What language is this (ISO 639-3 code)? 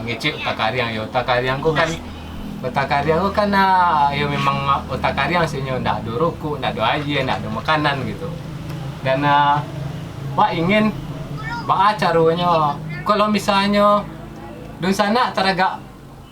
min